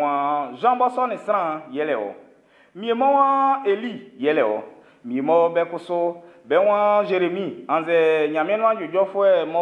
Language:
Baoulé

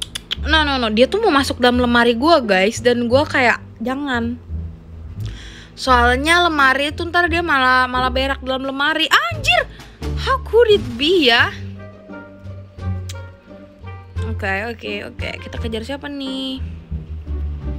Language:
Indonesian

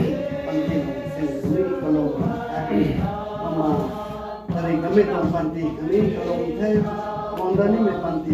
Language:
Rongmei Naga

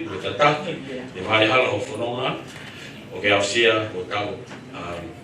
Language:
Tongan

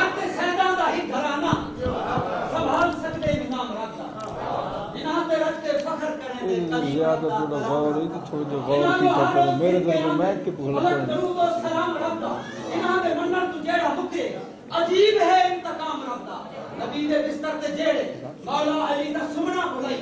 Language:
Saraiki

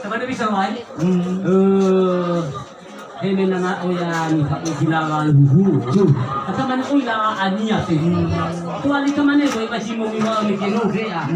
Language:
Nias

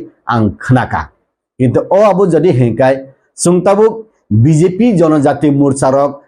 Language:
Kok Borok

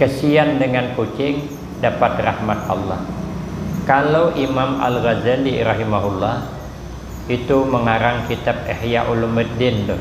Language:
Banjar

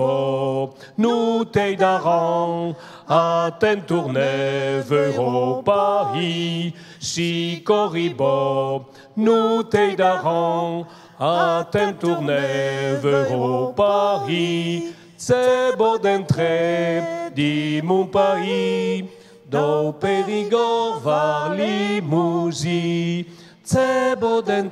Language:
Occitan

